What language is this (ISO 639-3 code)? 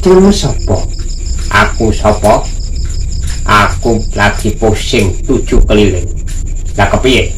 jav